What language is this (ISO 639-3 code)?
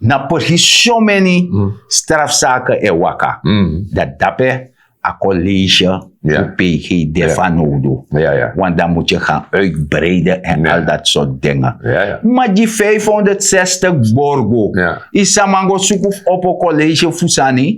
srn